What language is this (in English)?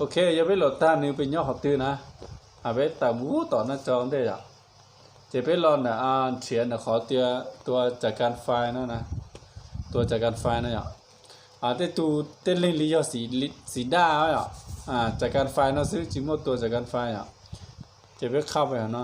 Hmong